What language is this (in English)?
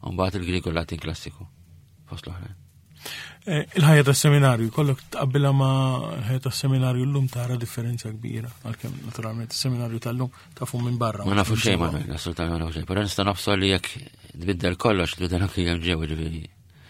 Maltese